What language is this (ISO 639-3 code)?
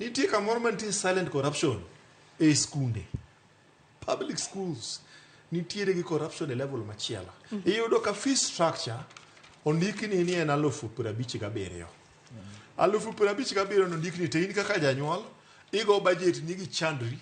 luo